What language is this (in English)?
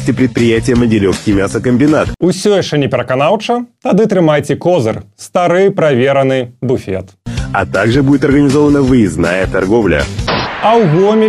Belarusian